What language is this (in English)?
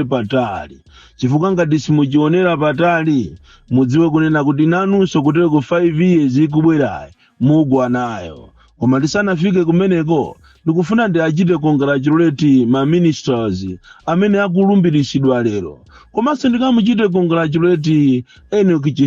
Nyanja